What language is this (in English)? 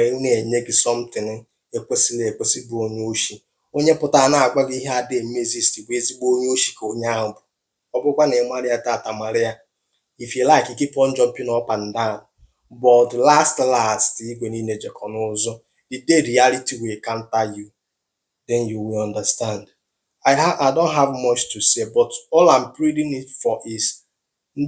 Igbo